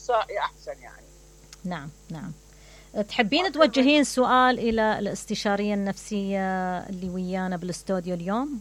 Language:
Mesopotamian Arabic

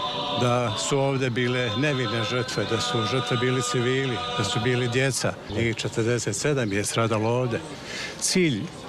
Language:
Serbian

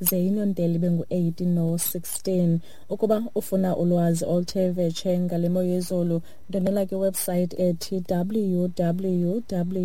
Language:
Xhosa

